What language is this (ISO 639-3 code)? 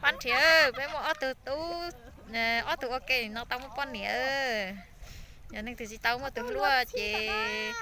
hmn